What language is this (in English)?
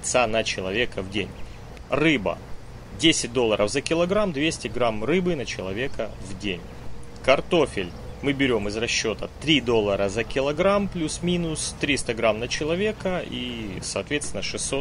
Russian